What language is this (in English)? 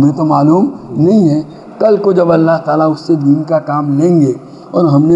Urdu